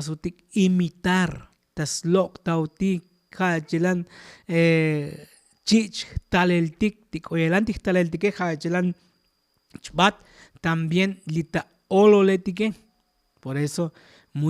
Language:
Tzotzil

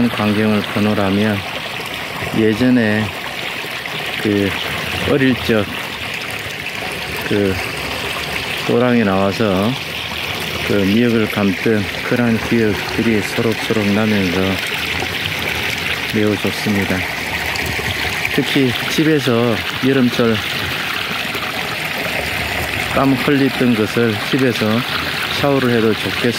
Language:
Korean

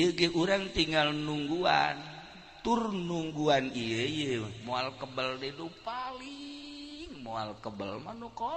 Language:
Sundanese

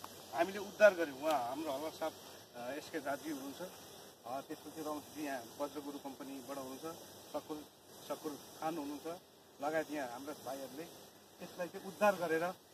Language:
Nepali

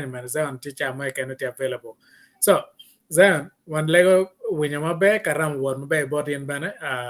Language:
Acoli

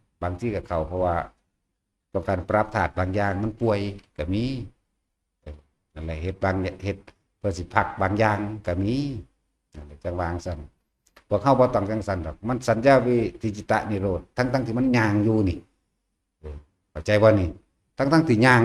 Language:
Northeastern Thai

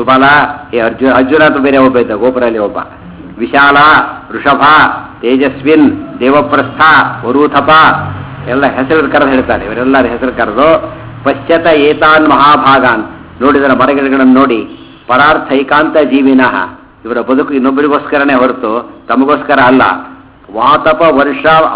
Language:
Kannada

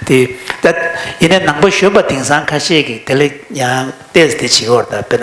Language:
Tibetan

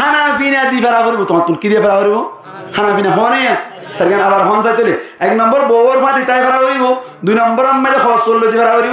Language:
Rohingya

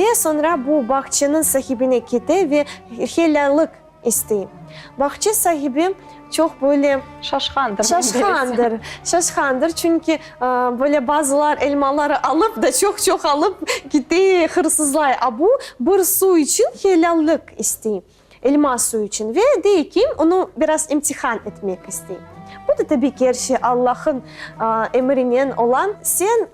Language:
Crimean Tatar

